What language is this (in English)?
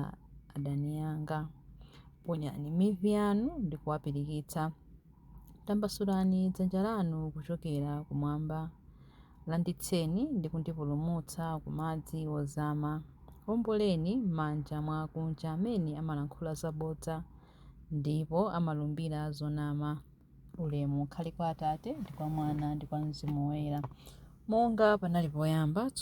Nyanja